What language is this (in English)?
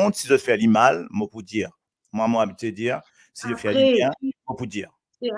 Morisyen